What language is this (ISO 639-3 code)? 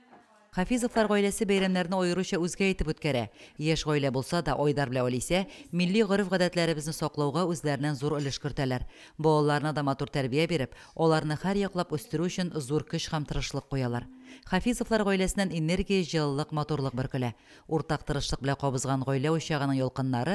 tat